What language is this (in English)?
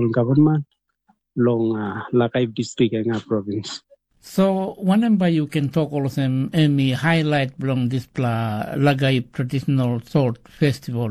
Tok Pisin